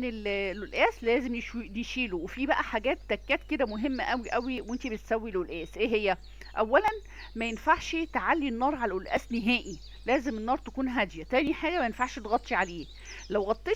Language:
Egyptian Arabic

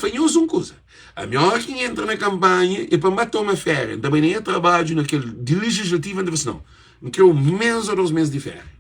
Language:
Kabuverdianu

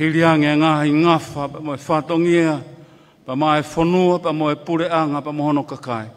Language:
Tongan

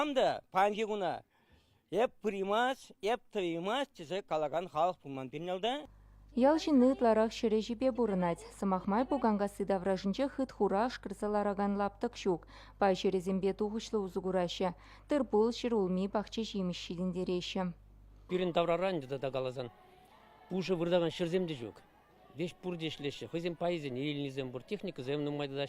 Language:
Chuvash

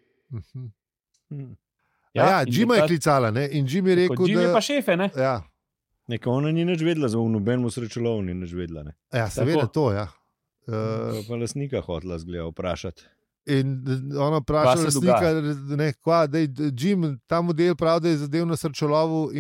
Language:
Slovenian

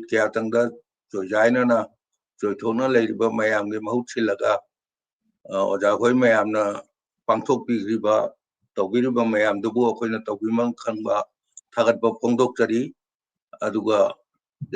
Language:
Manipuri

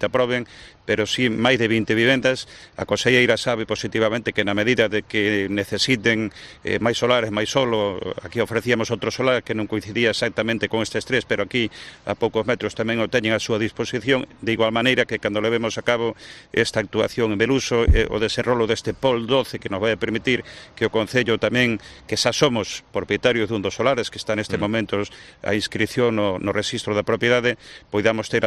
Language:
Galician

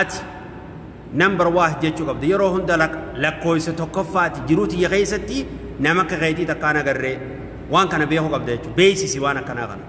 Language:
Oromo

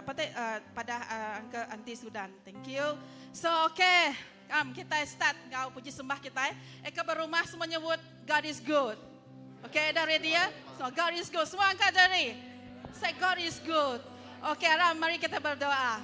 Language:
Iban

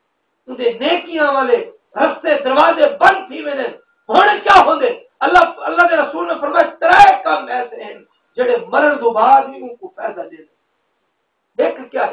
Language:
Saraiki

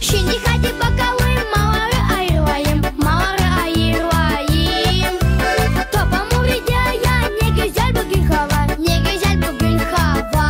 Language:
Gagauz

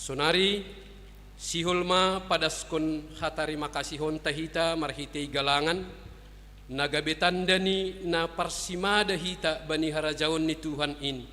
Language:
Batak Simalungun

